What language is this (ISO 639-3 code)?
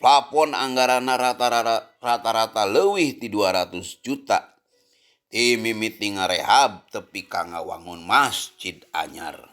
sun